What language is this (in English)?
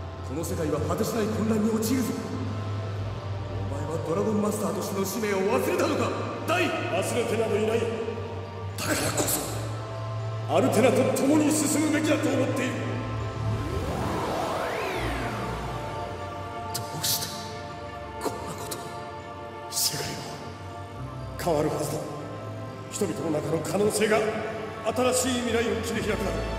Japanese